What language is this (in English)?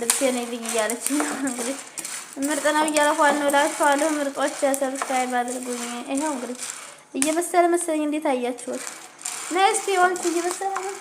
Amharic